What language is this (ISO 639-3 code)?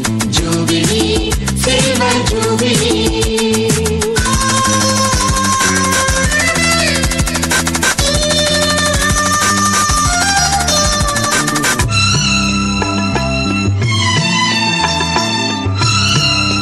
kan